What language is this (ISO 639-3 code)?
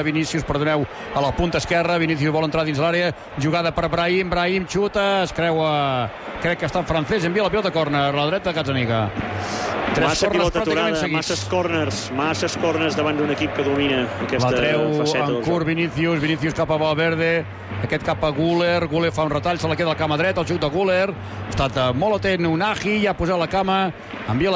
cat